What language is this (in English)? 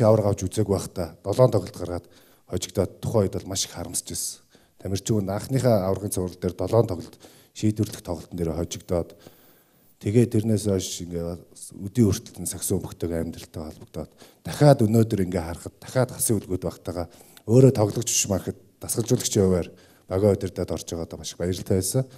Mongolian